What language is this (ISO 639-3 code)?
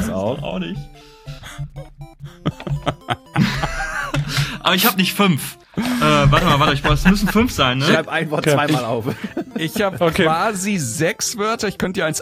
deu